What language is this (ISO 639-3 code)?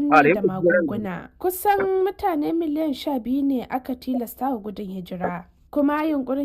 hau